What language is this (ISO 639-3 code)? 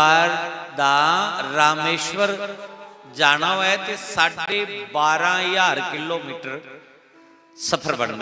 doi